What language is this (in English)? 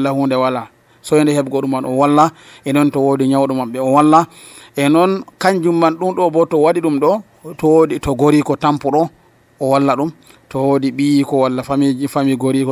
Nigerian Fulfulde